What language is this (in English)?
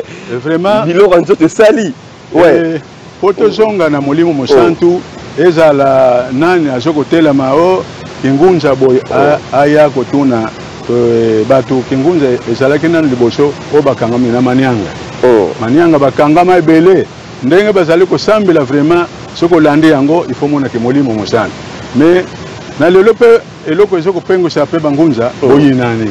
Lingala